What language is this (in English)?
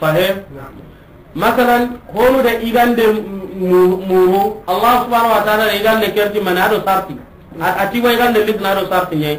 Soninke